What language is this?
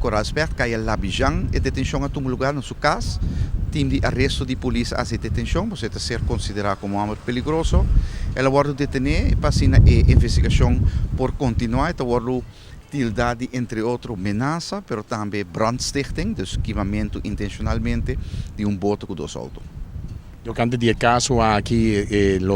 Papiamento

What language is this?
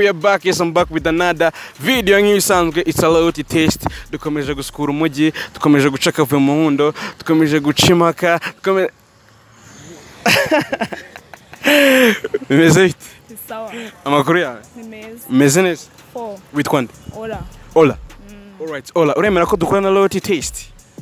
Kinyarwanda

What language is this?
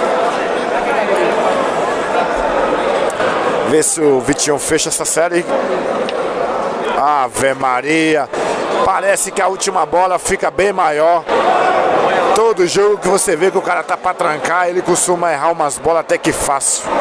Portuguese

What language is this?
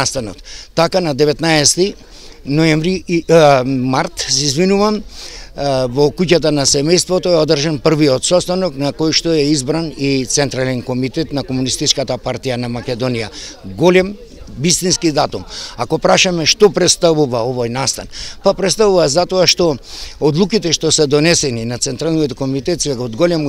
Macedonian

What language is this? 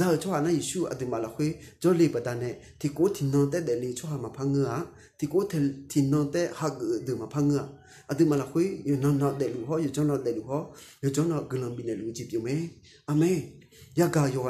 Akha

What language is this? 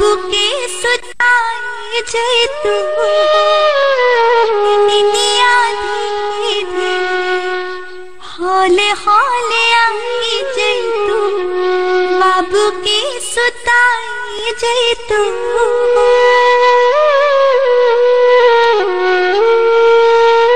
Bhojpuri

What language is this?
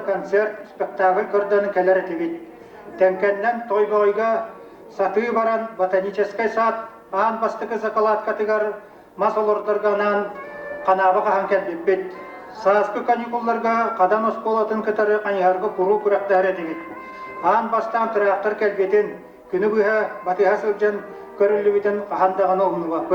Yakut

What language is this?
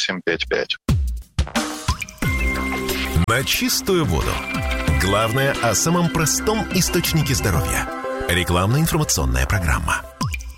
Russian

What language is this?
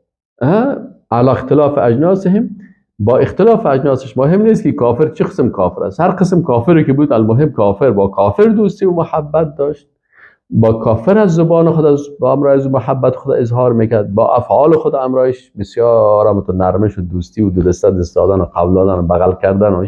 Persian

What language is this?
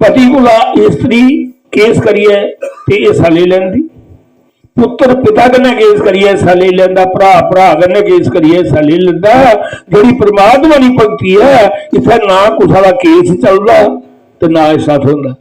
Dogri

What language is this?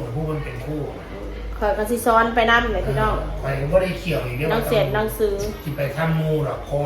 Northeastern Thai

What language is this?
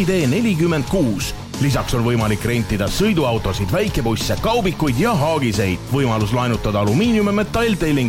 Estonian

